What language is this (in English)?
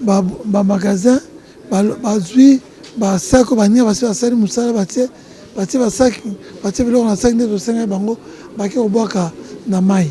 Lingala